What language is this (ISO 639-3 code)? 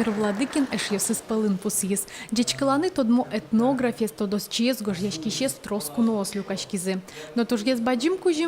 udm